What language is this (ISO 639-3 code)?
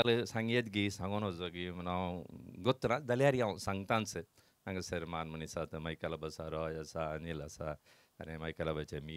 kok